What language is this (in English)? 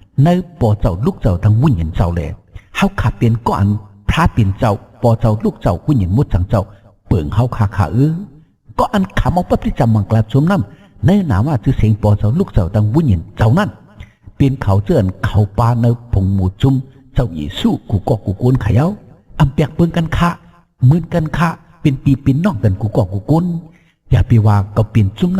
Shan